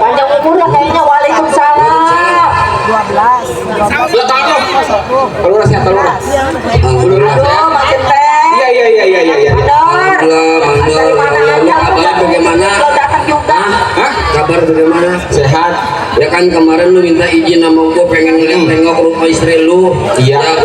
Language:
Betawi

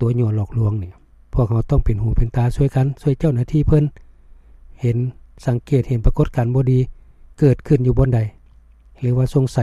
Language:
Lao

